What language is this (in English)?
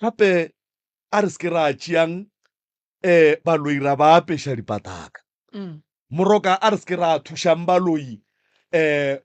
Northern Sotho